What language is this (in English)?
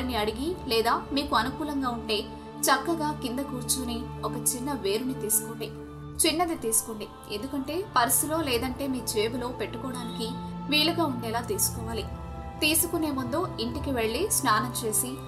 Telugu